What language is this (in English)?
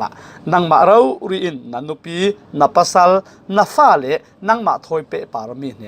Falam Chin